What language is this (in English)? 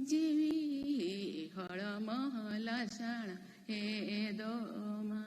Santali